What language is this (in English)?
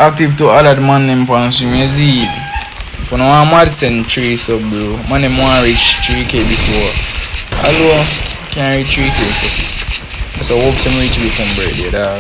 Jamaican Creole English